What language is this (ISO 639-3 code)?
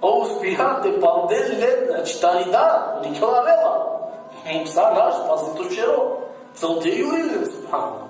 rmn